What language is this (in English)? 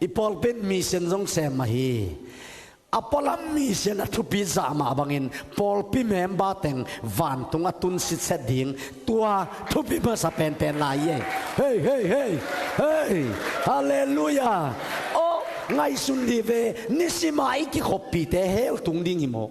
Tedim Chin